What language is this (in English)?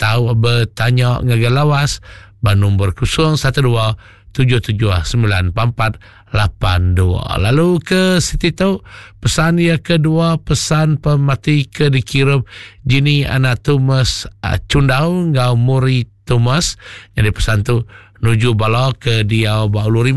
Iban